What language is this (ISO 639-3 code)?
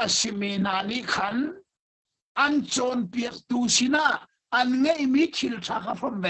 cnh